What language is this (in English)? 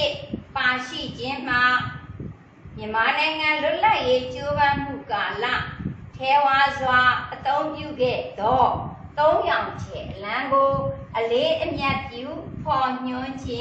Burmese